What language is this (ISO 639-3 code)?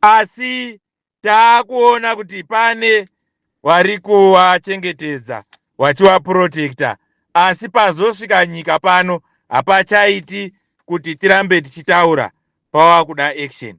sna